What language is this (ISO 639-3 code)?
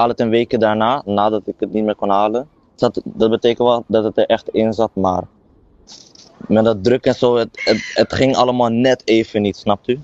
nld